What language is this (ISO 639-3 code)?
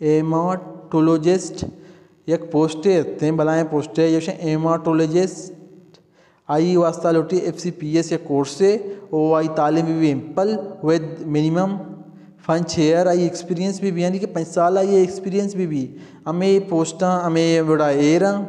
bal